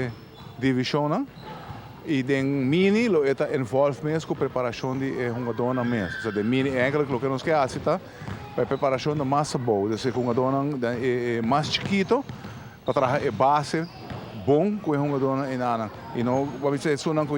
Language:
Papiamento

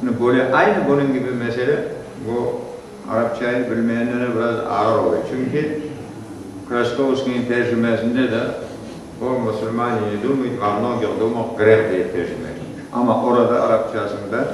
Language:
Crimean Tatar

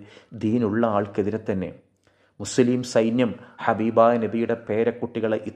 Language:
Malayalam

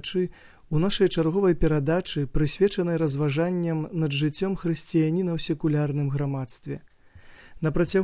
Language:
Belarusian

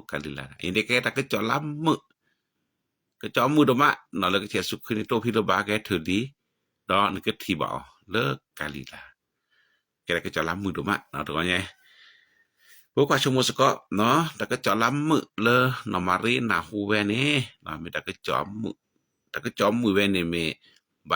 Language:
S'gaw Karen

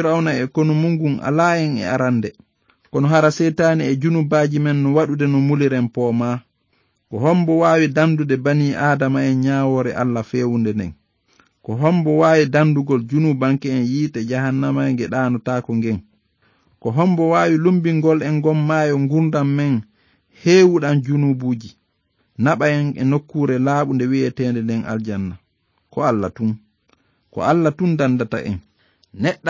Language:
Fula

